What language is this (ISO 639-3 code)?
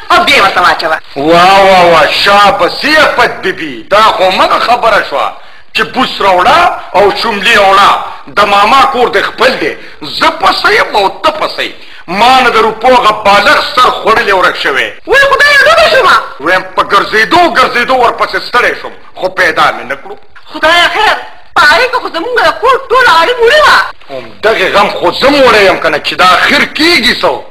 pus